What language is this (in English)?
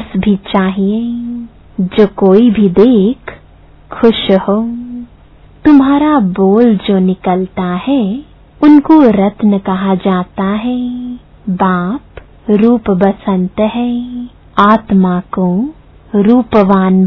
Hindi